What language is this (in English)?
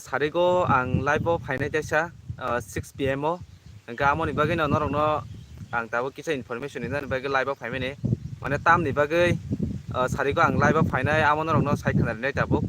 Kok Borok